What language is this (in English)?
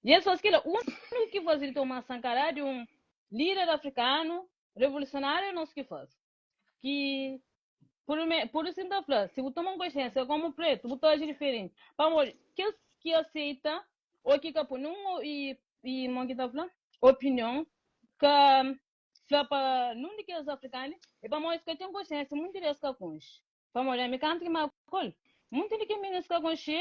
Kabuverdianu